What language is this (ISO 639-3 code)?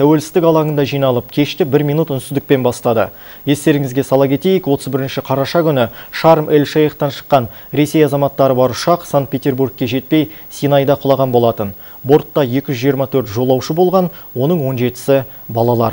kaz